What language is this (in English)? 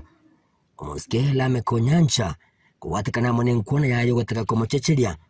Gusii